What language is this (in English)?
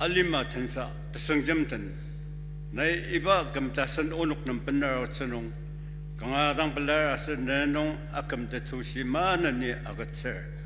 Ao Naga